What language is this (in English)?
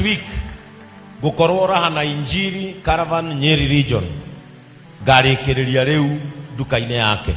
Kikuyu